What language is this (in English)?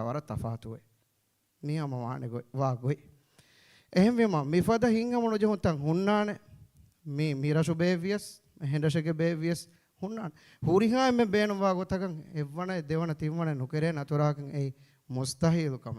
Divehi